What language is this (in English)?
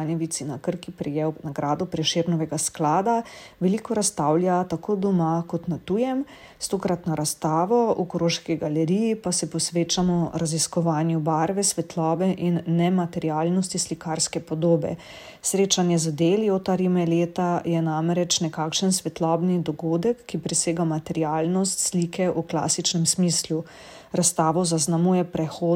Slovenian